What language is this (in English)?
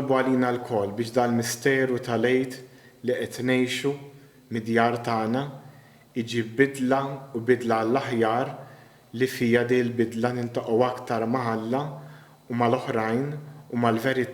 Maltese